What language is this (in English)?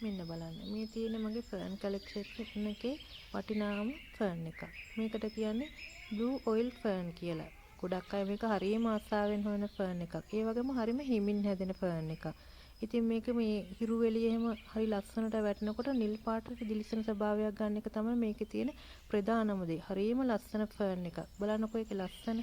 Sinhala